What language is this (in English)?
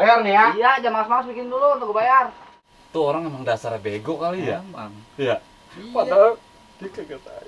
Betawi